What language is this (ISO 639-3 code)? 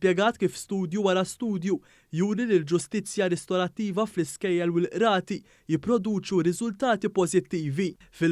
mlt